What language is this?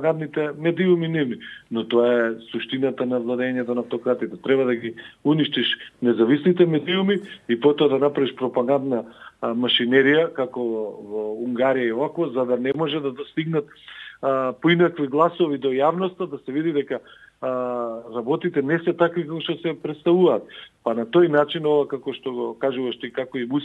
Macedonian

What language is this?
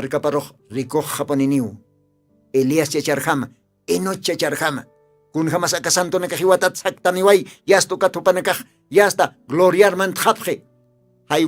Aymara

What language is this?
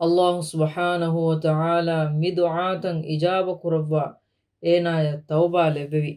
Divehi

